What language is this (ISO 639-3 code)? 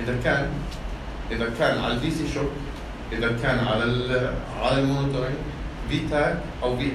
apc